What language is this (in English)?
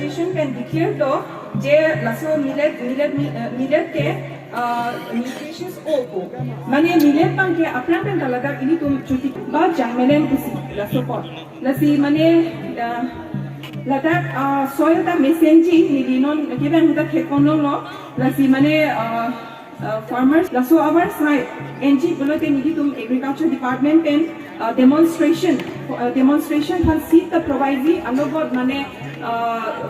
Karbi